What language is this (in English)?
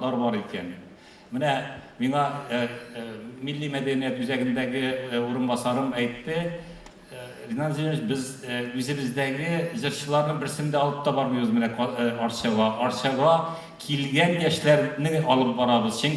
Tatar